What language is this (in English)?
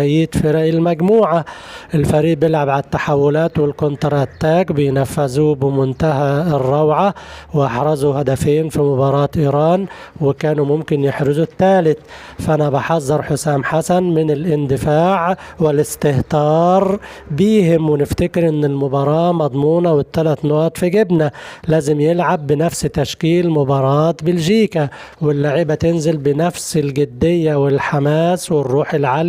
Egyptian Arabic